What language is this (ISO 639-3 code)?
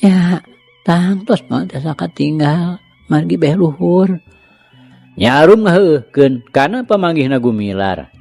sun